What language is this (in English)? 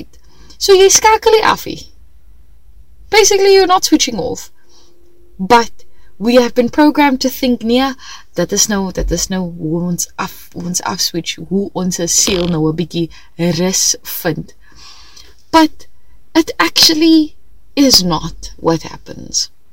Afrikaans